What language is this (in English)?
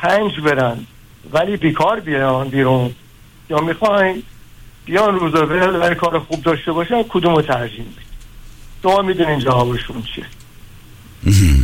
Persian